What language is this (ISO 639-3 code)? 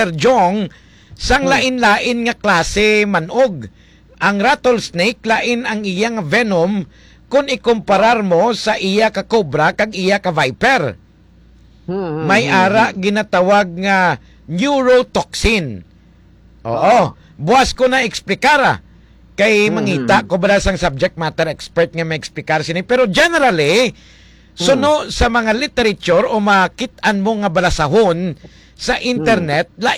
hil